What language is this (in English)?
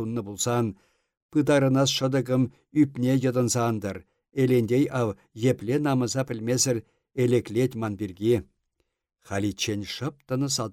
Chuvash